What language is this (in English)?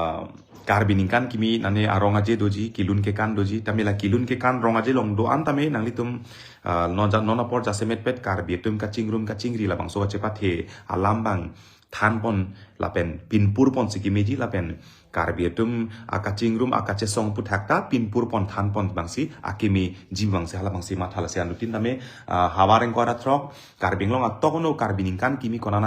Karbi